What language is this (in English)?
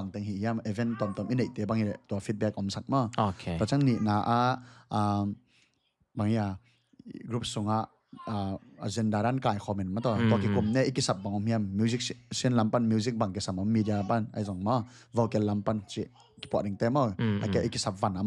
Tedim Chin